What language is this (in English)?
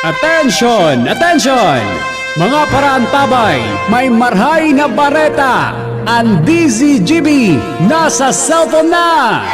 Bikol